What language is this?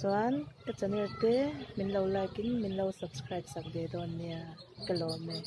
Mizo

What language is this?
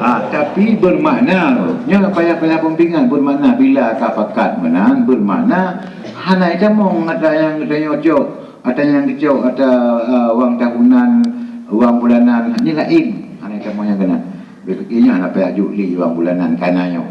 Achinese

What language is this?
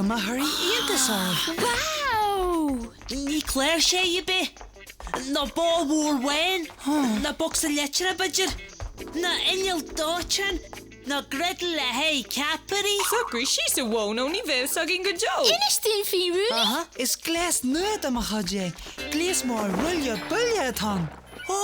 Irish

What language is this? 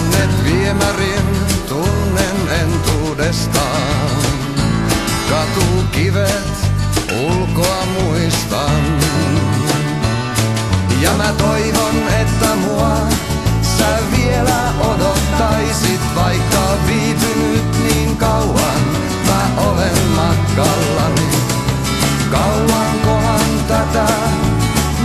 Finnish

